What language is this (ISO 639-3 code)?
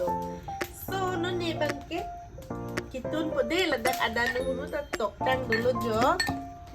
mjw